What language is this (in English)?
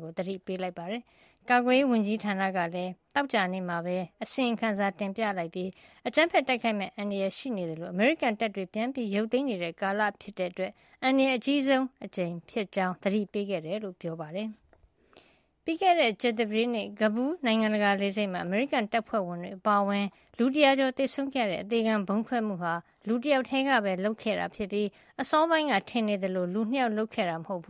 Burmese